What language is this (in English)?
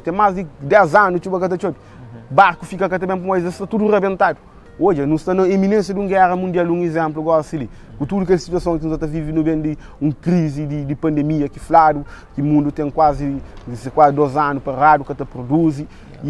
Kabuverdianu